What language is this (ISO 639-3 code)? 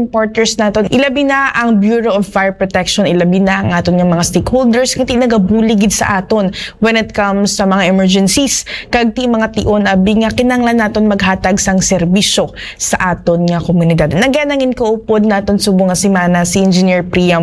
hil